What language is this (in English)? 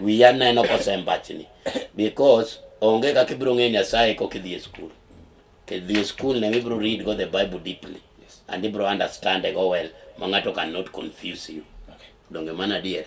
Luo (Kenya and Tanzania)